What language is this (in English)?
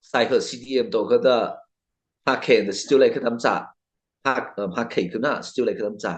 Mara Chin